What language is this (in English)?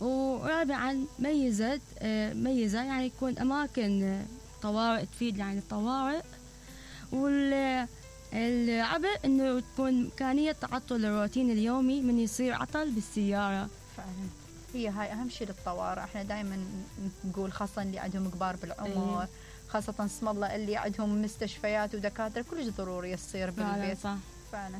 Mesopotamian Arabic